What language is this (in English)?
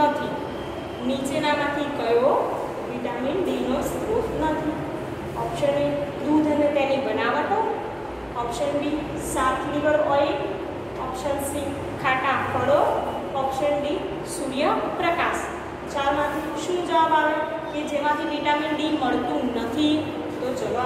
Gujarati